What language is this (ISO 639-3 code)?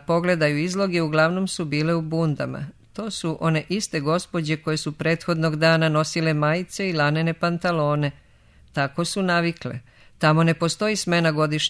srp